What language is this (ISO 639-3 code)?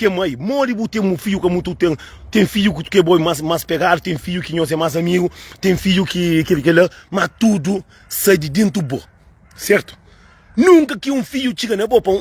kea